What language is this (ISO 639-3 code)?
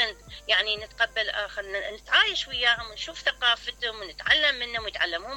acm